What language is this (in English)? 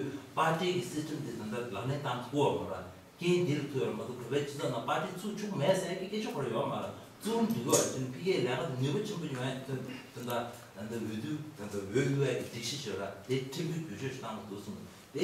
Tibetan